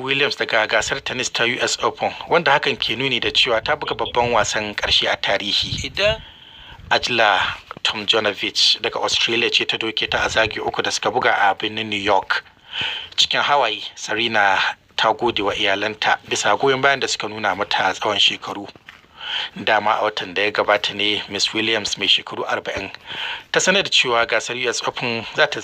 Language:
Hausa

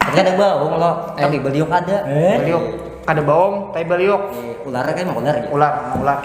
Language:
Banjar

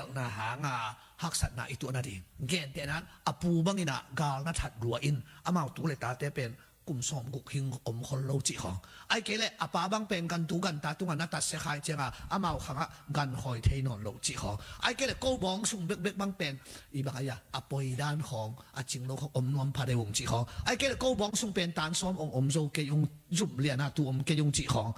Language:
Tedim Chin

